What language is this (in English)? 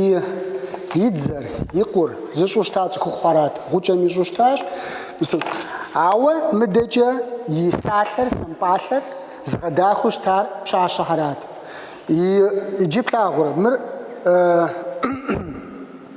Kabardian